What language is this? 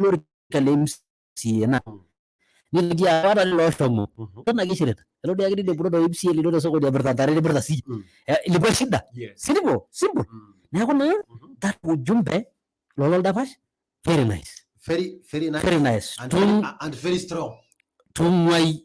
Masai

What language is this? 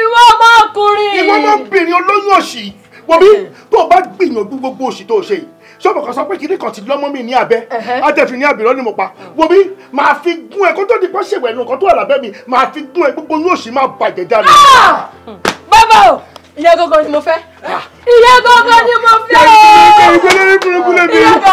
Yoruba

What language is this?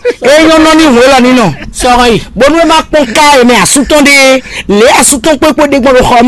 Fon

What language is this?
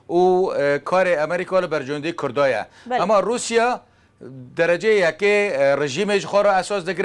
Kurdish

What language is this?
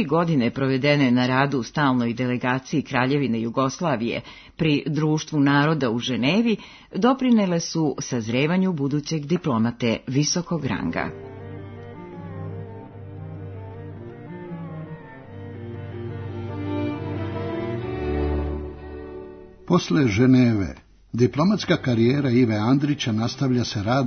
Serbian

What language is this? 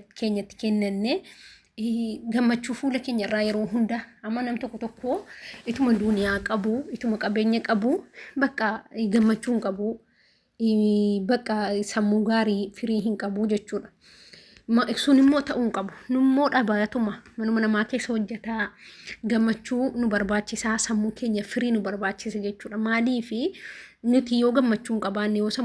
Oromo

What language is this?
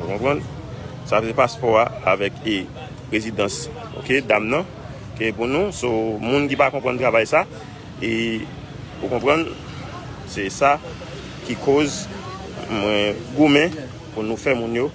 Haitian Creole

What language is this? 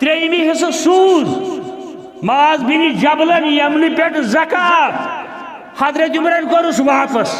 Kashmiri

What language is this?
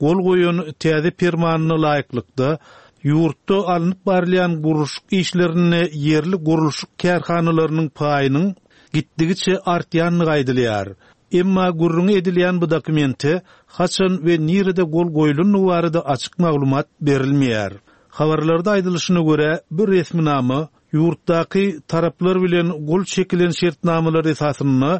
Turkmen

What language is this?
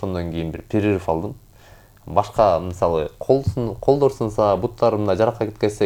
Kyrgyz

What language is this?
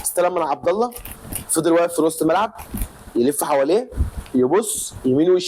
Egyptian Arabic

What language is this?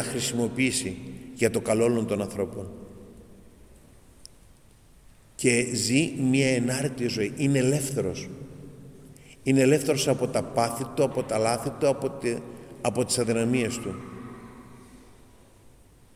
Greek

